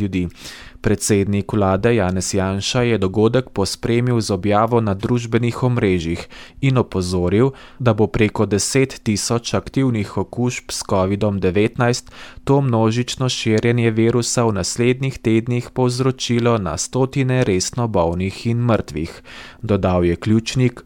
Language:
Slovenian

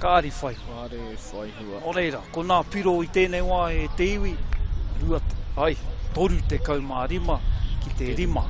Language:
Māori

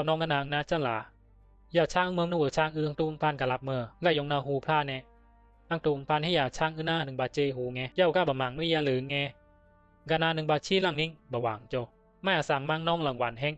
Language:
Bisu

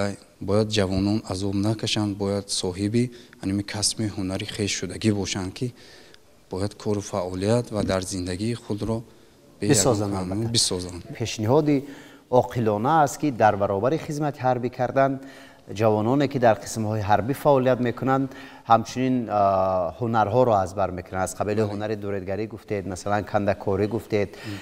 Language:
Tajik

